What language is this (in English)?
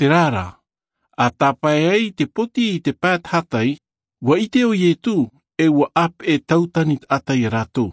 Tahitian